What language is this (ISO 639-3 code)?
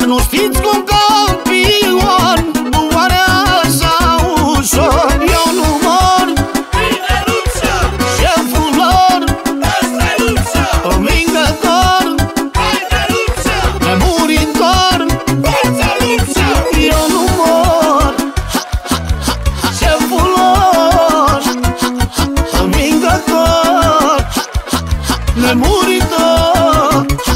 ron